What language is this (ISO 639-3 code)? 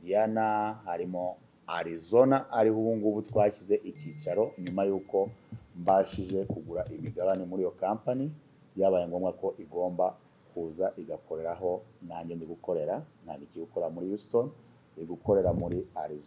kin